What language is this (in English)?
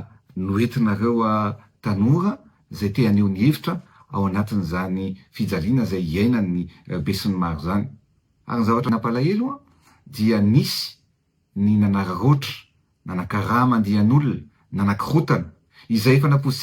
Malagasy